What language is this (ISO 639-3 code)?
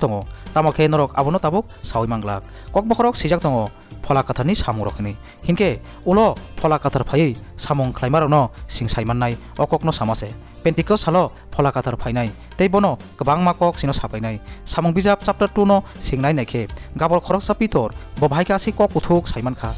trp